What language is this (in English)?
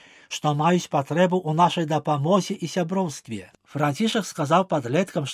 Belarusian